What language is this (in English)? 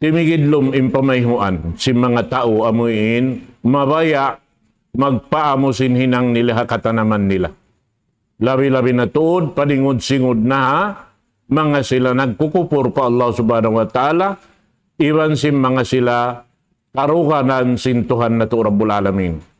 Tausug